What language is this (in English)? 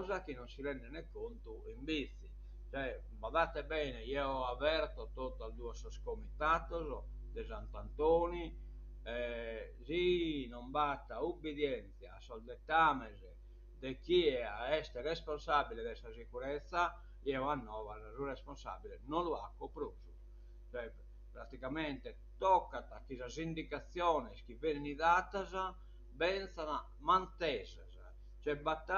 Sardinian